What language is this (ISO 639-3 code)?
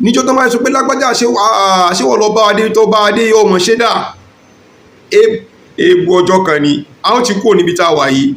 yor